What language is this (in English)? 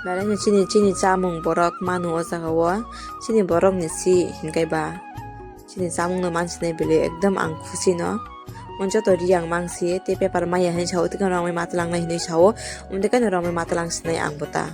Kok Borok